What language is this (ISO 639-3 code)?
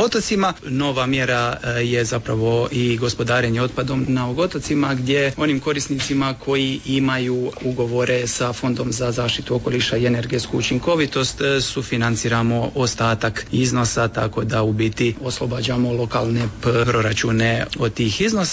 hrv